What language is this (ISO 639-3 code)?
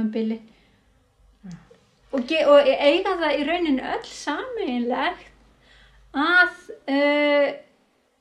isl